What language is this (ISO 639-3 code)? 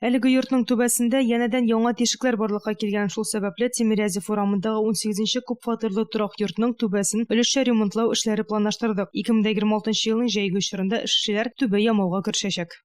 tat